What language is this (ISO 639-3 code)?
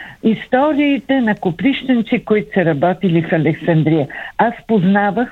bul